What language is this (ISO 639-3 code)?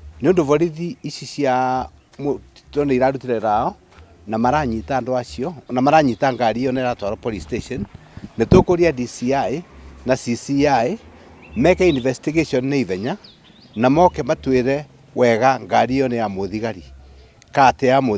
kik